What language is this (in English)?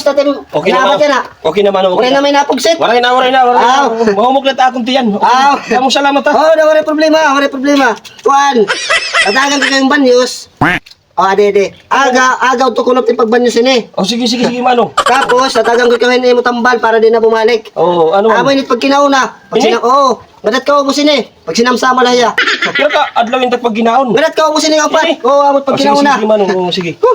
Waray